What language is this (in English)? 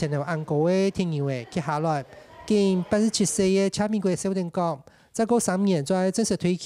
Hakka Chinese